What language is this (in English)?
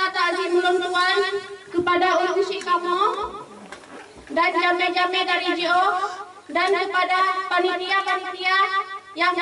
Achinese